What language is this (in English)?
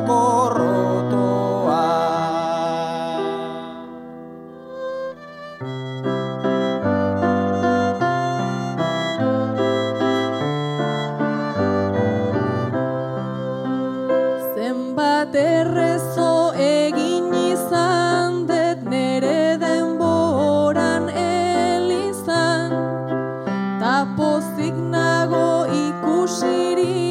Basque